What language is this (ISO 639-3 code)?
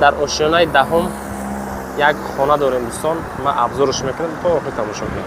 tgk